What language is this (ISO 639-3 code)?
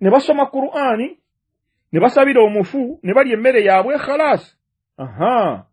lug